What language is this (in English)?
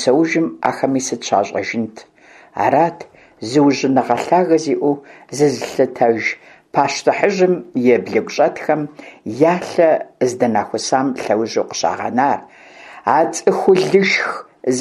Kabardian